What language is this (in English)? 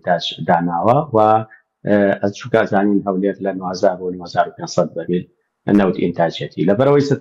Central Kurdish